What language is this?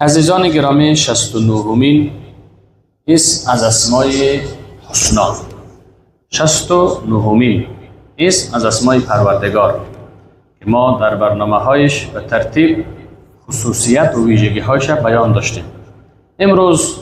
Persian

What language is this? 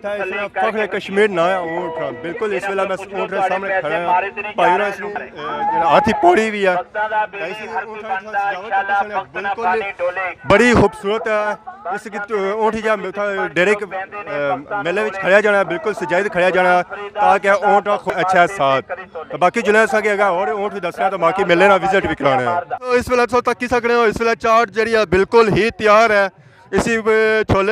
Pahari-Potwari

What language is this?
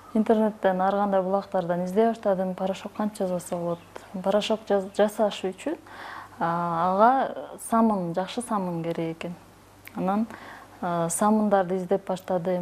Kyrgyz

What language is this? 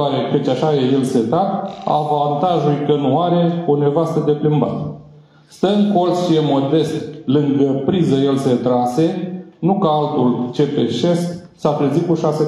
Romanian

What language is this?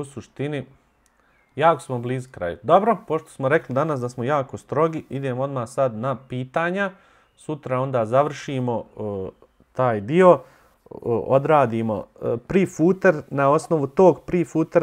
Bosnian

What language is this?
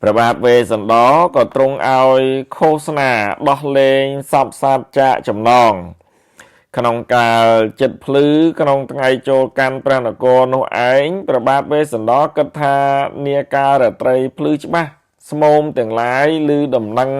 Khmer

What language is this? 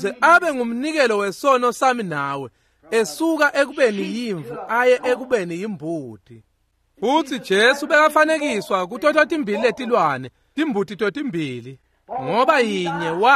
Swati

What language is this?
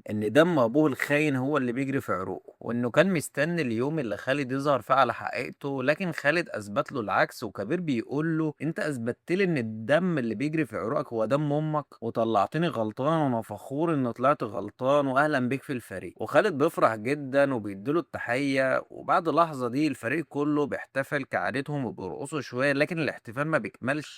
Egyptian Arabic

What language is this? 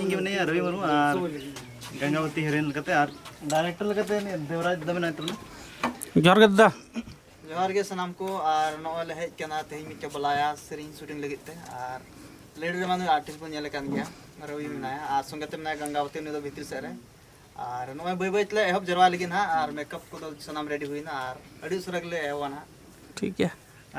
Santali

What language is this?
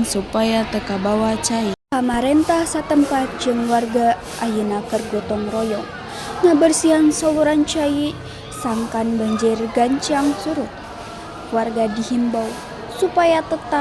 Sundanese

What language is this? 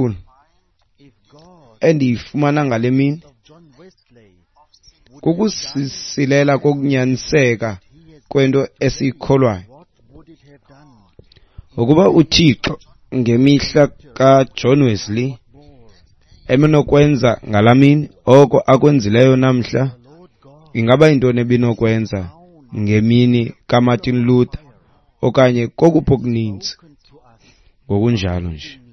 Xhosa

